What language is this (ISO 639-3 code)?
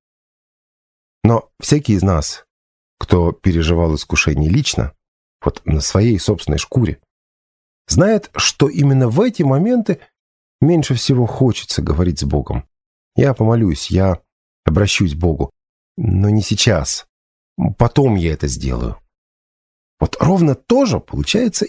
rus